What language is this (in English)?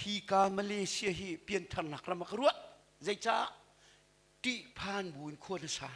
Hakha Chin